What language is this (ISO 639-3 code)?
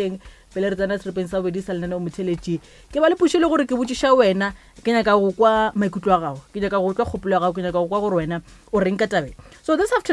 nso